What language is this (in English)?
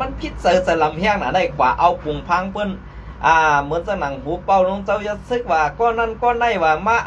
Shan